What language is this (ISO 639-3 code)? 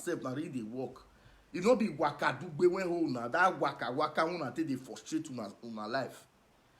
pcm